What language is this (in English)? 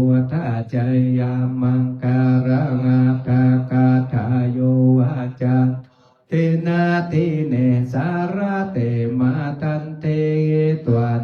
Pali